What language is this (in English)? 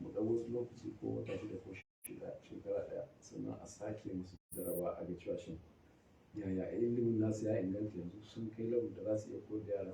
Hausa